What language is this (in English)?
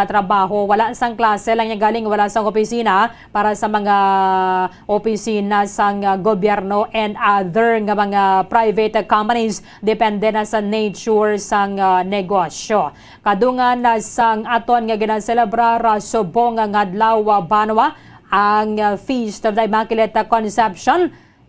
Hiligaynon